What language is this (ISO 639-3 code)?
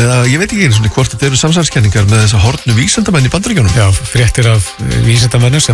isl